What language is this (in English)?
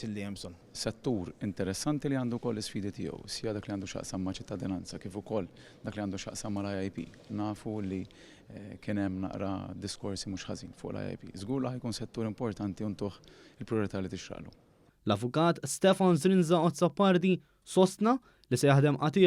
Maltese